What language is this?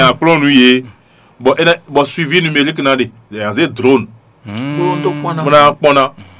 Fon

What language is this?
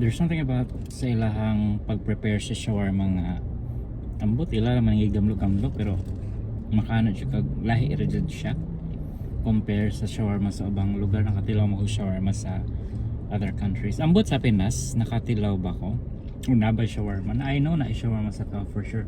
Cebuano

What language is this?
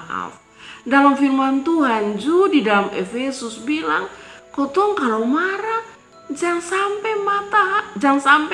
Kupang Malay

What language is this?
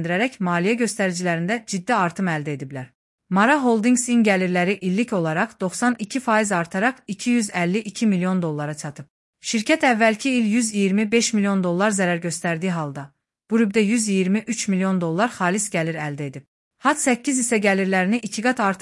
Azerbaijani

